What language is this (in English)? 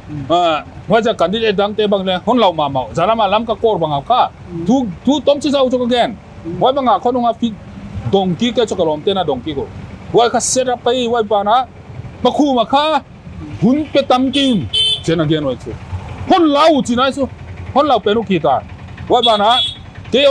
Paite Chin